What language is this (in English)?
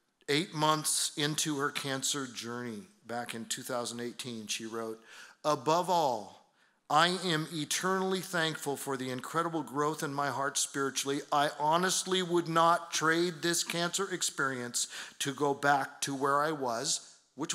English